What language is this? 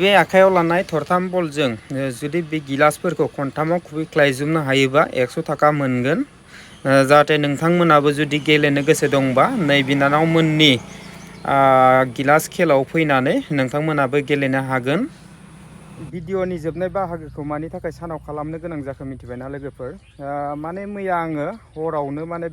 Bodo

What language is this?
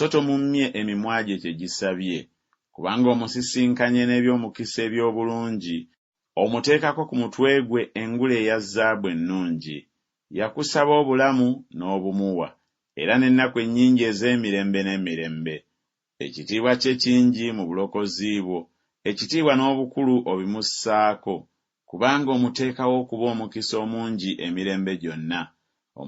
Ganda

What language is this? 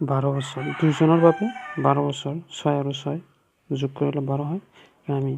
Assamese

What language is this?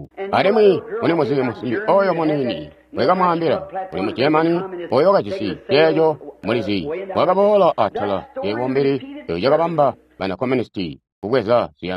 Tonga (Zambia)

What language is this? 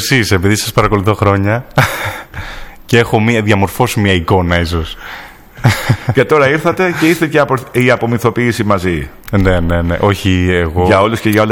Greek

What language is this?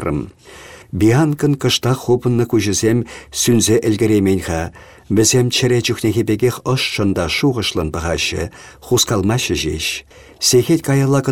Chuvash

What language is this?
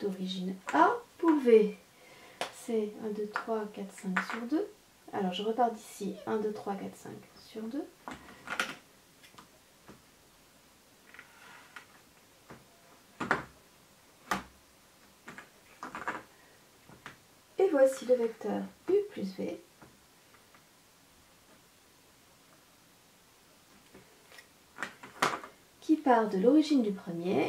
French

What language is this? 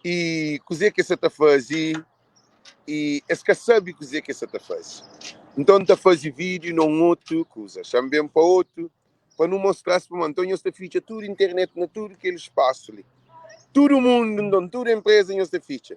Kabuverdianu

